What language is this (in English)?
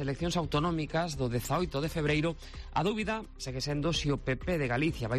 Galician